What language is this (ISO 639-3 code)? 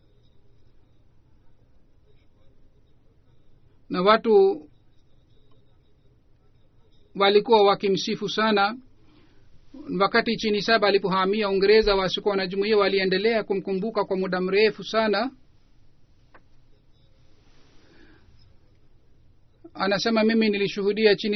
swa